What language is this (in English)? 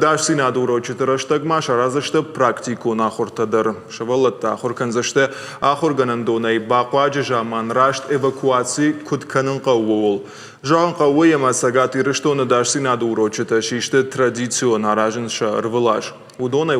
Ossetic